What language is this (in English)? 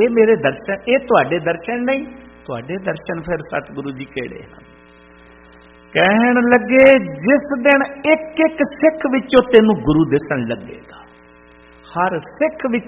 Punjabi